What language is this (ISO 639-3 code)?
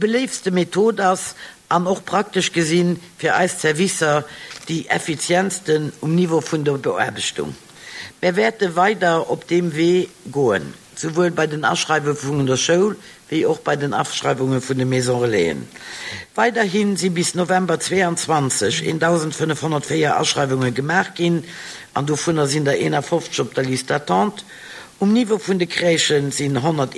ltz